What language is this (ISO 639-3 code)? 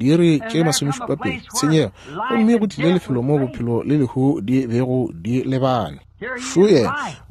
nso